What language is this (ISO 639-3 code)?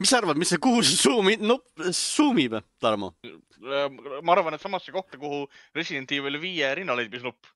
est